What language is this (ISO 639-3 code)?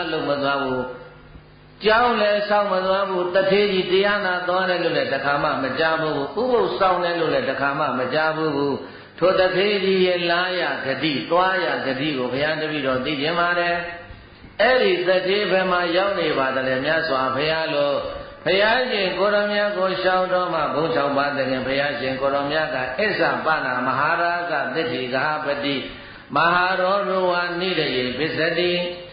mya